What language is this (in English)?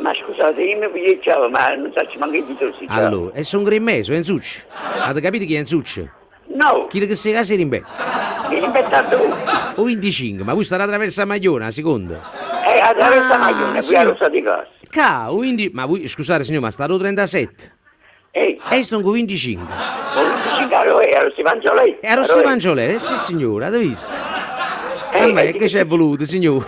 Neapolitan